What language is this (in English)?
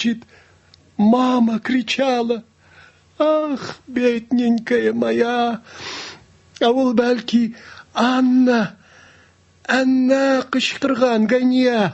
Tatar